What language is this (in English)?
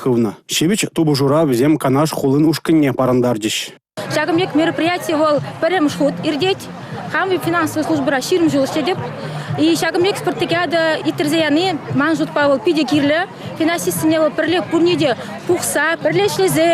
Chuvash